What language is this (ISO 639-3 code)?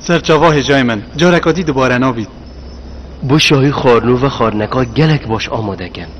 kur